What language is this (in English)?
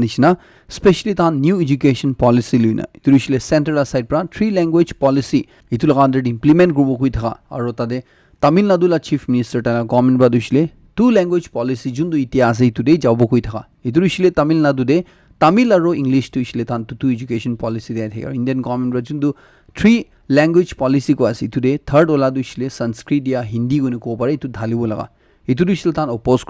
Naga Pidgin